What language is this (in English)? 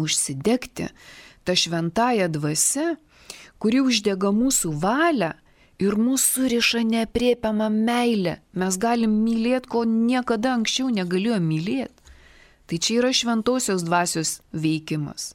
Lithuanian